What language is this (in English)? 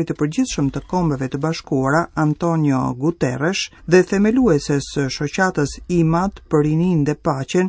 Albanian